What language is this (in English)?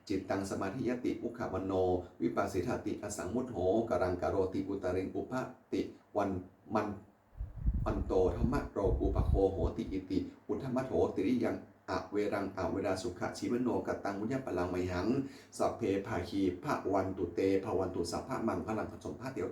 Pali